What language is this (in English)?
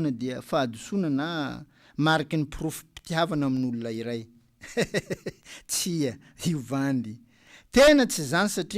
Malagasy